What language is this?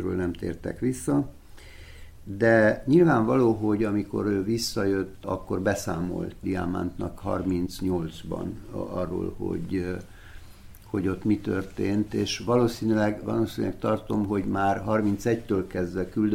Hungarian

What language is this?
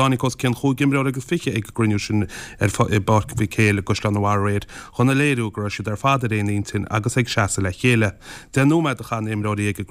Irish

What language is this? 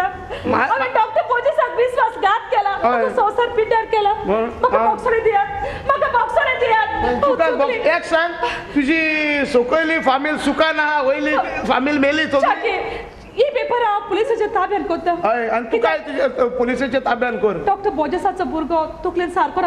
Konkani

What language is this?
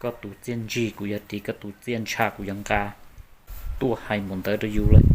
Hmong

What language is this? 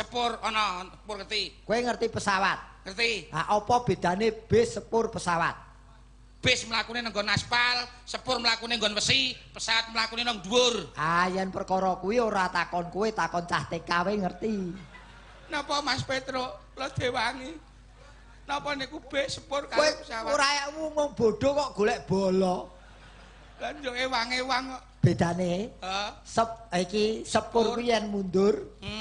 Javanese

